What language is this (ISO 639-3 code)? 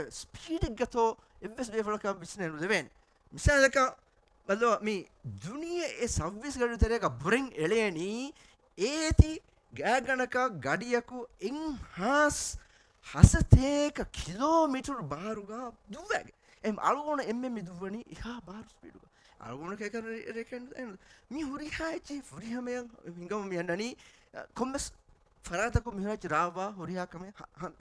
div